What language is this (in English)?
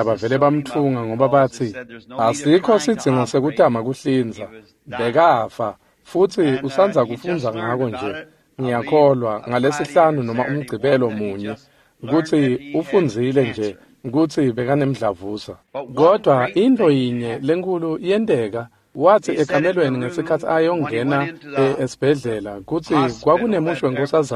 Swati